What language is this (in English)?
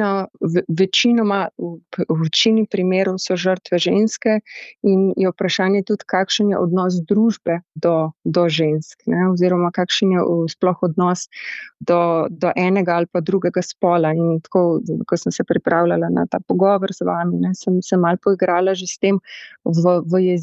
Slovenian